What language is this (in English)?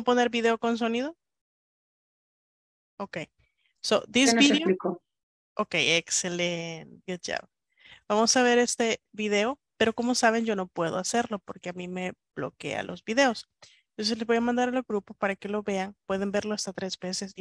Spanish